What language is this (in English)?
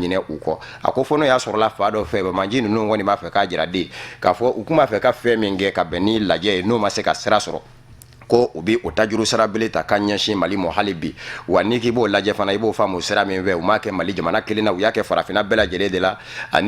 Bambara